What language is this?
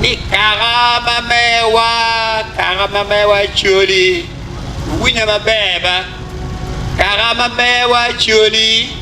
Acoli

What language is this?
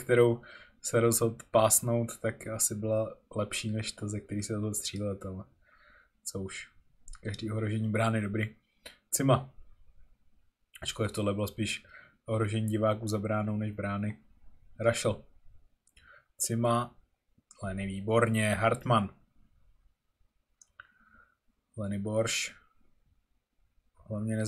Czech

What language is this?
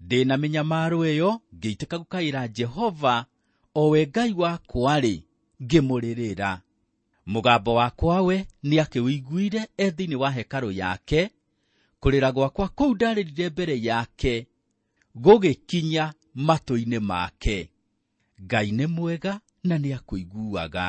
Kikuyu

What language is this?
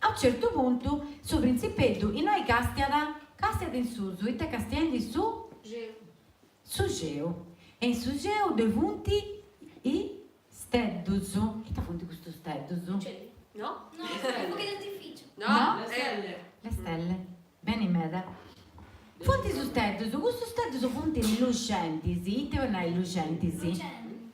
Sardinian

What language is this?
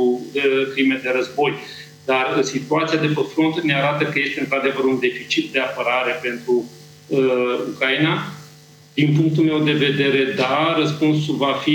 Romanian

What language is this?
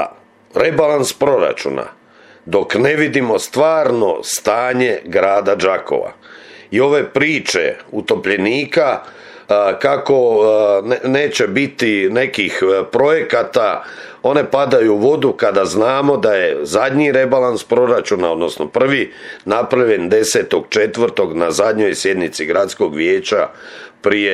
Croatian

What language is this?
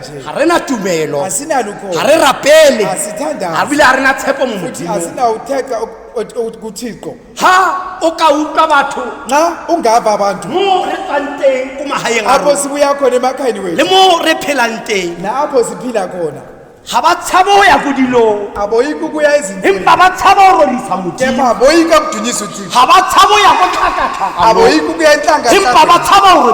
Tswana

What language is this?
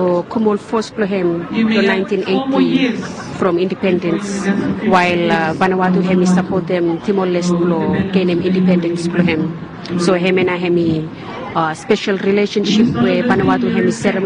Bislama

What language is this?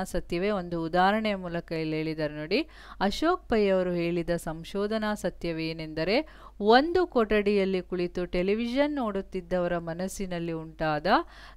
Kannada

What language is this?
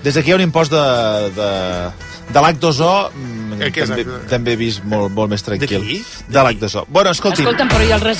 Catalan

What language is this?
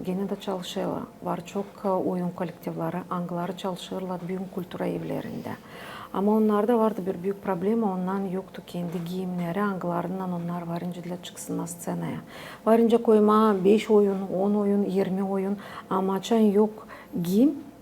Gagauz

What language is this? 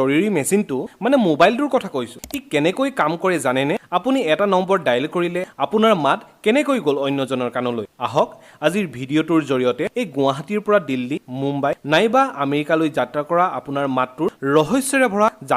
Assamese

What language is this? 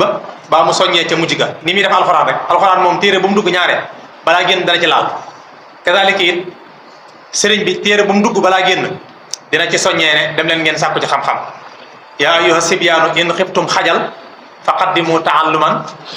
Wolof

